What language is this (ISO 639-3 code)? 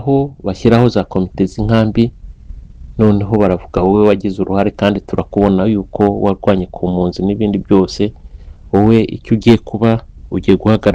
kin